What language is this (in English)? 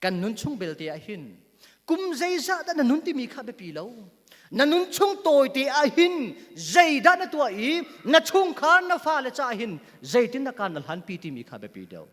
Hakha Chin